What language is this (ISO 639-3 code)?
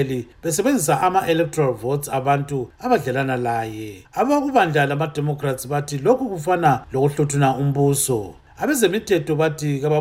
nde